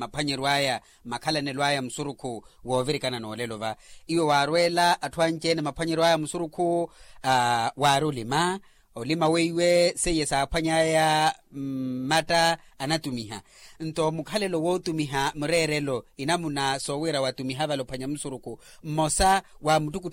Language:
Makhuwa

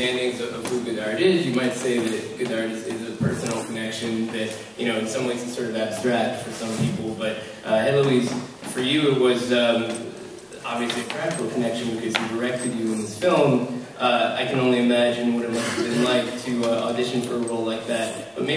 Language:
English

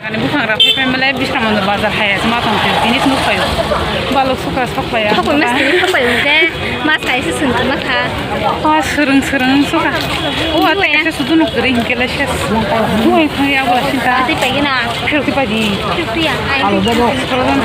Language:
Kok Borok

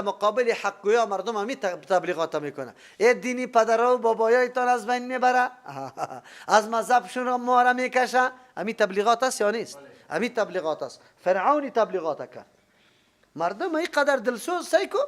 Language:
Persian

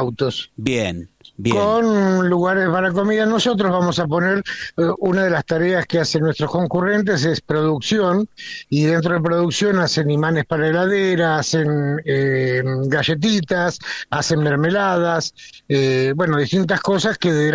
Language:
Spanish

